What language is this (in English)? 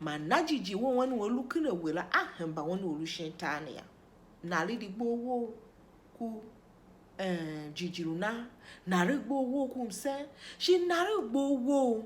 Tiv